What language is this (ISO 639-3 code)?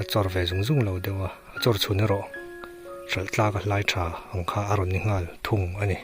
lus